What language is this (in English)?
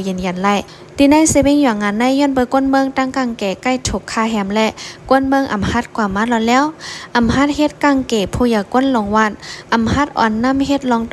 Shan